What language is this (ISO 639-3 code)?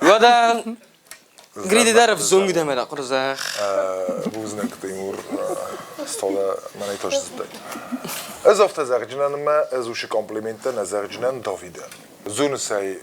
oss